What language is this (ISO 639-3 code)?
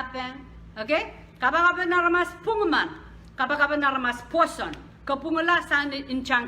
pon